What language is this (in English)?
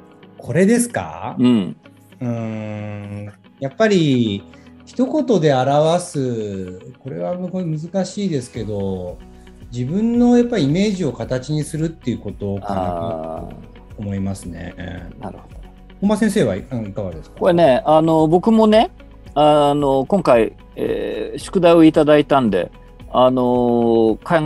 Japanese